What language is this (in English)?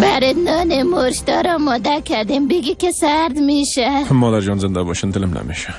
Persian